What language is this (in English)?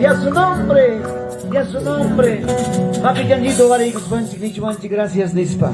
Ayacucho Quechua